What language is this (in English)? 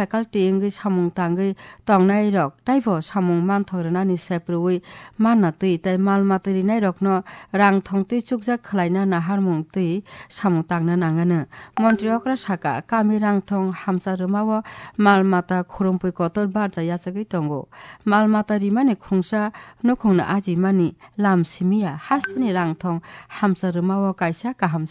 Kok Borok